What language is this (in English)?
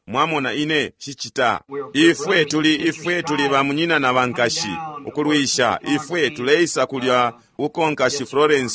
Bemba